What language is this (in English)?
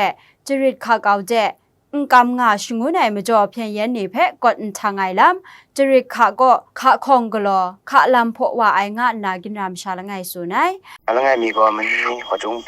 Kachin